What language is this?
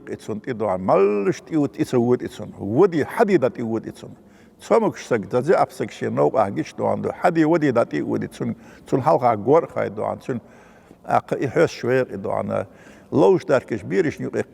Chechen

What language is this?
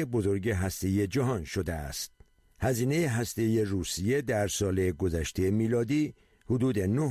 Persian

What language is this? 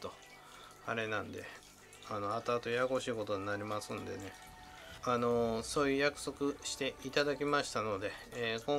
Japanese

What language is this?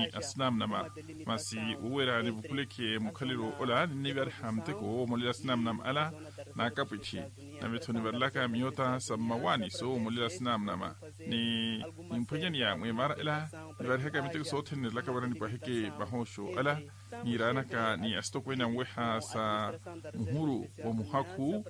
Makhuwa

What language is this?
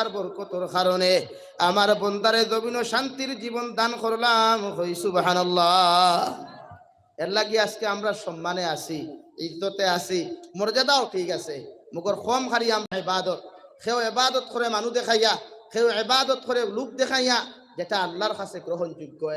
Sylheti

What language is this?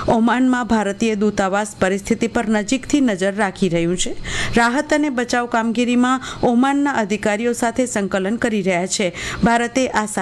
Gujarati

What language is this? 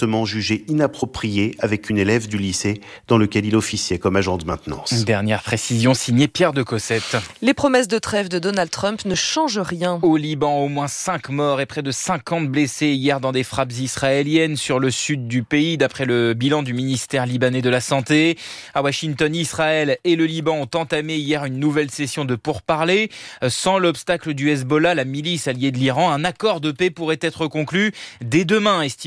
French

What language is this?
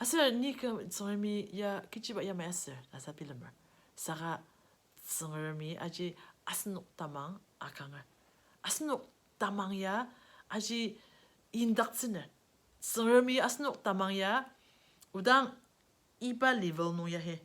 Ao Naga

